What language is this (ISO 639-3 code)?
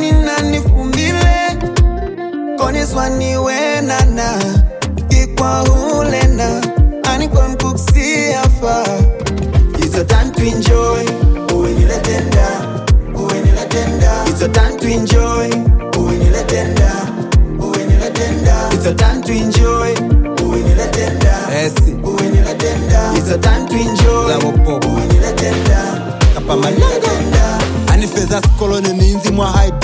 loz